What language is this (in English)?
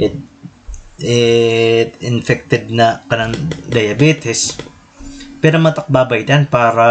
Waray